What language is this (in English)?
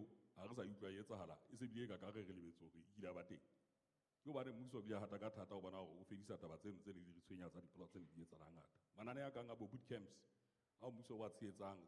Southern Sotho